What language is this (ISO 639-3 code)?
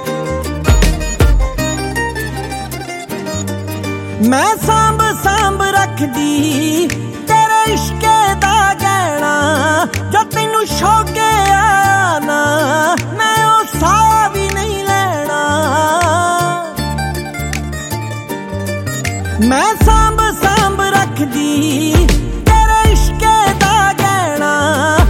pan